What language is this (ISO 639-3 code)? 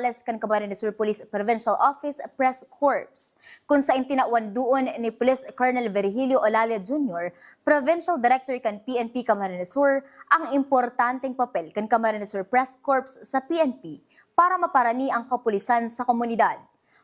bik